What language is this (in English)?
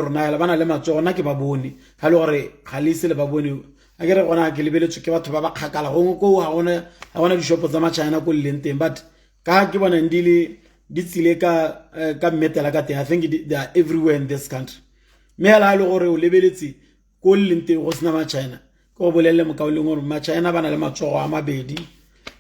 Tswana